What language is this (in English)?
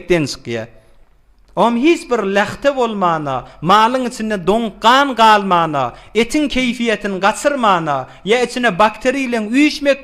Turkmen